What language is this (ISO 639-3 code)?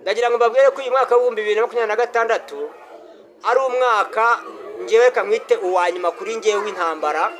kin